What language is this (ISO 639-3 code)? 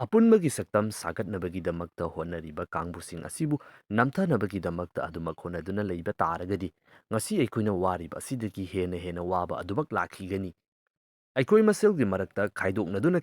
mni